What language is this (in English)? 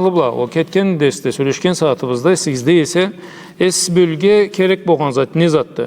Karachay-Balkar